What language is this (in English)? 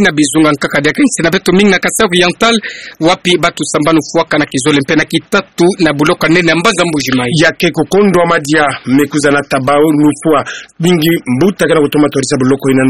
Kituba (Democratic Republic of Congo)